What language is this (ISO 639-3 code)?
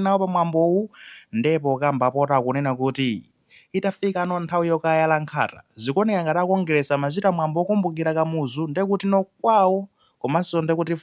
nya